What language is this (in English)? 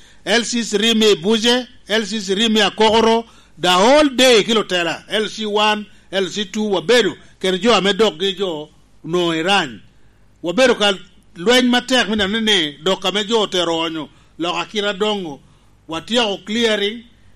Lango (Uganda)